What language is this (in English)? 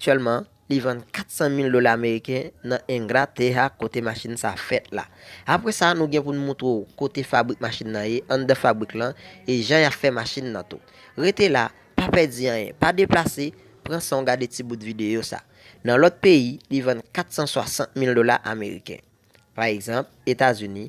Haitian Creole